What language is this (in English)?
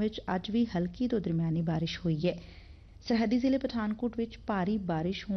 Punjabi